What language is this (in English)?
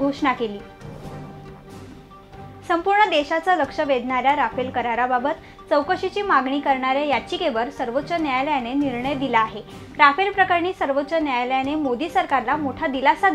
Marathi